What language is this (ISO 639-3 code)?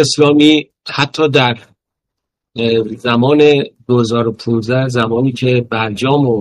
fas